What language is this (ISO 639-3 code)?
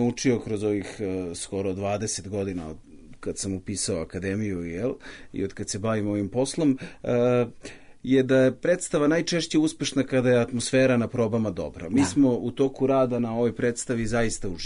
srp